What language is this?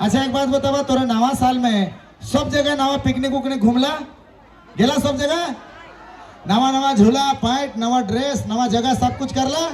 Sadri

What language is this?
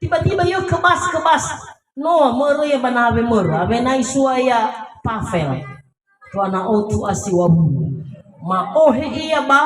Nias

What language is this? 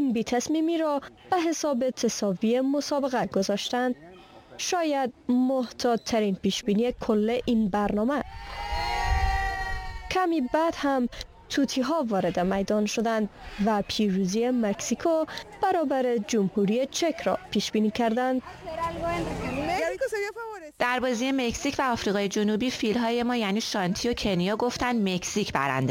Persian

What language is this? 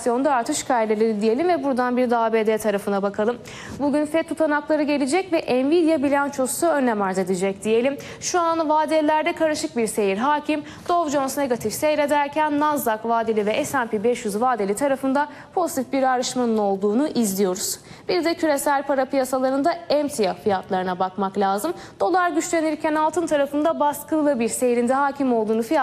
Turkish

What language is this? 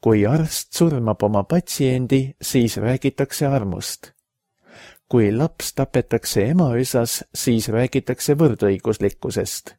Estonian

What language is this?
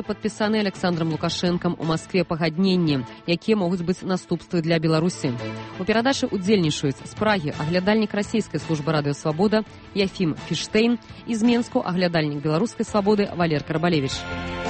Belarusian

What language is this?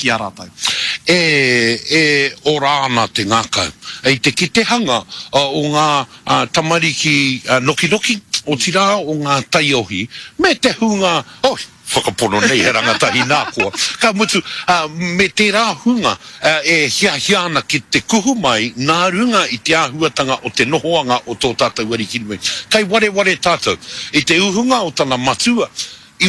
Māori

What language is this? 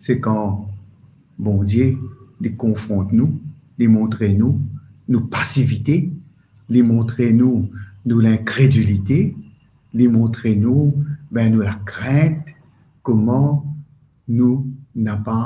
Morisyen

